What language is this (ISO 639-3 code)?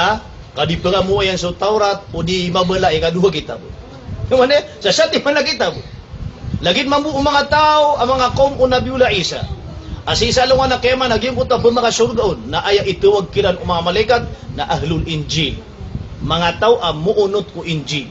mrw